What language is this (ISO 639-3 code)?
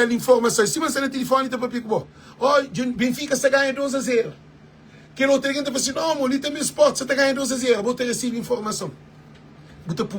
kea